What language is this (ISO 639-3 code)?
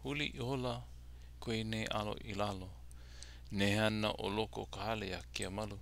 haw